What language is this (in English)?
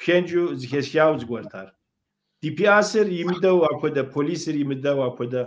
Kabardian